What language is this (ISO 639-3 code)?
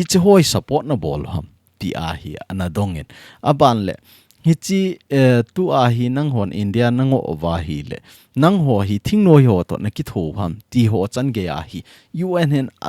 tcz